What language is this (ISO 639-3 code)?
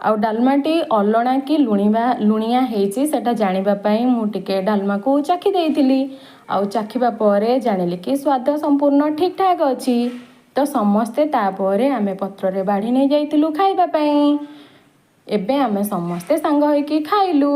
ori